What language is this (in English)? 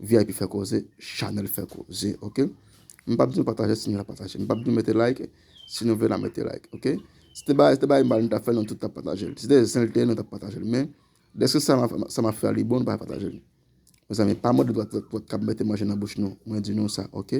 Haitian Creole